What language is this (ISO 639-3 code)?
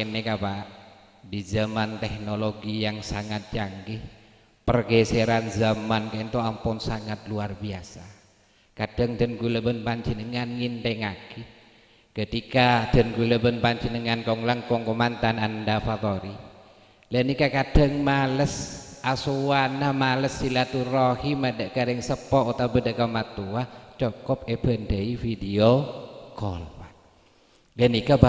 mad